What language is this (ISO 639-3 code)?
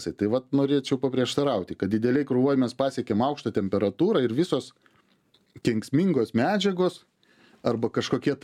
lit